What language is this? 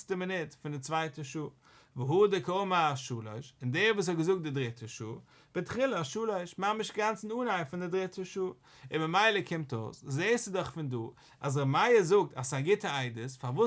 Yiddish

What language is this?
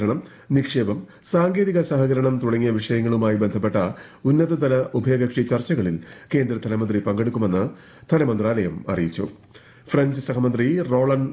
Malayalam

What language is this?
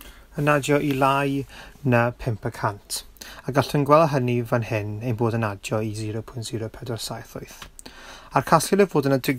Welsh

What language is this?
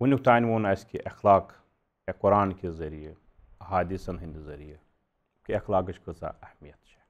Kashmiri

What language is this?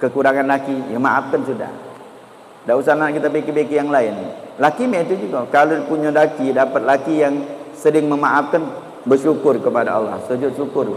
Musi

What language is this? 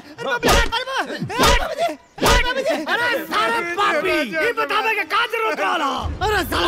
Bhojpuri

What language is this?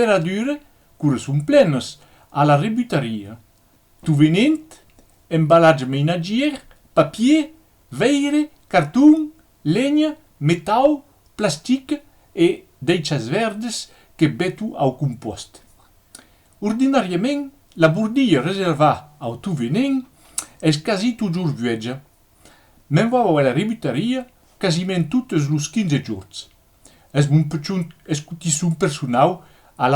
Occitan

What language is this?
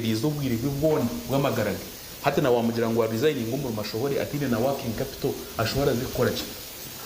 Nyankole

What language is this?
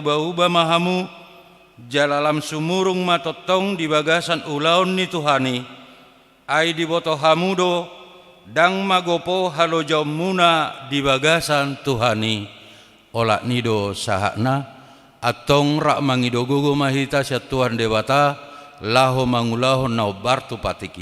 Batak Toba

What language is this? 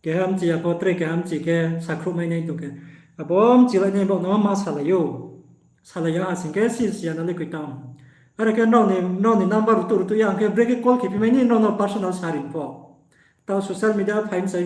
Riang (India)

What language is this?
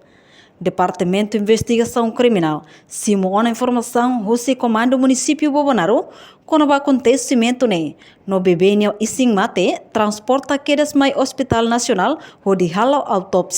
Tetum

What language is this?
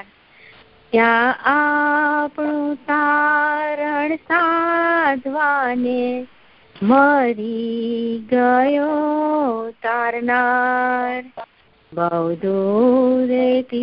Gujarati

